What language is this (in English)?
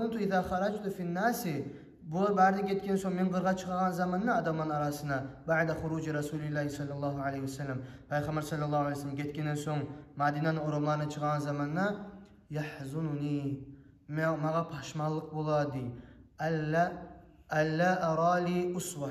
Kumyk